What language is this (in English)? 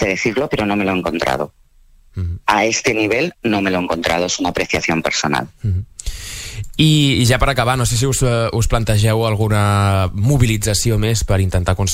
Catalan